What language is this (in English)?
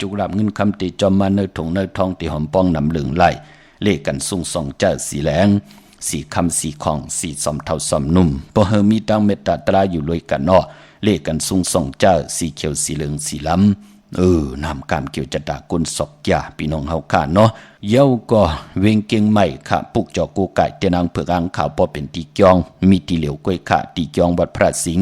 Shan